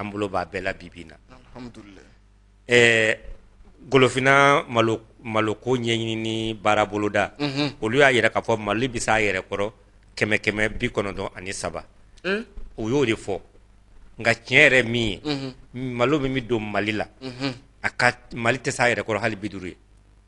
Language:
Bambara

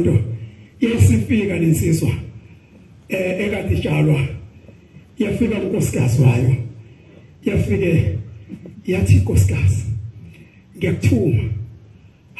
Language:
Zulu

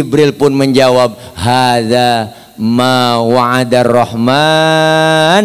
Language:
Betawi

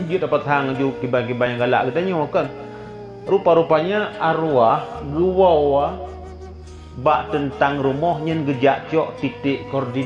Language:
Achinese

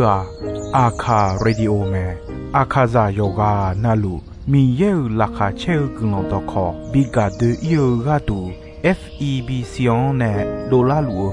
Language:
Akha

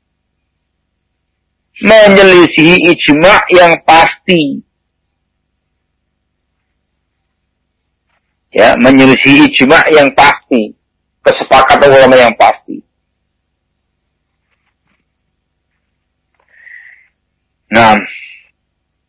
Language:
Indonesian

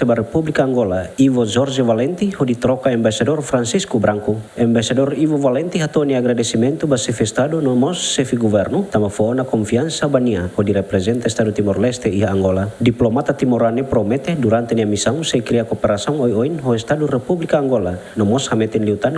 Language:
Tetum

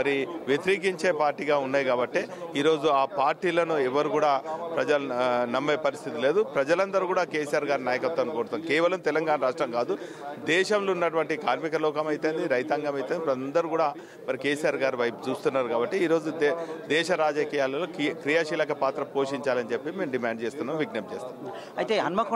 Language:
Telugu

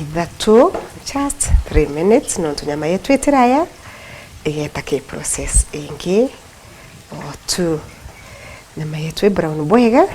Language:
Meru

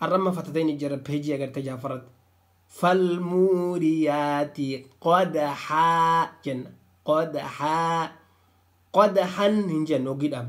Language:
Oromo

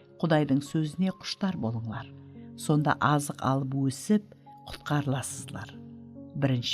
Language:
Kara-Kalpak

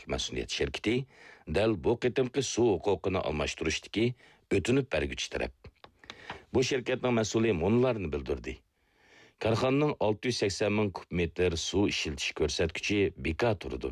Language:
Uyghur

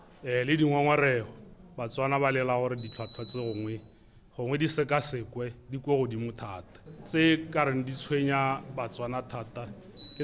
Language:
Tswana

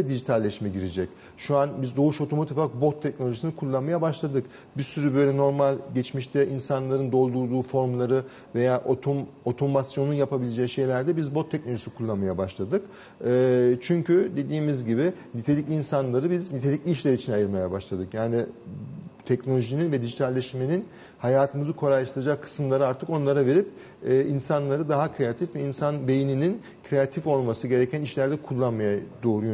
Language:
Turkish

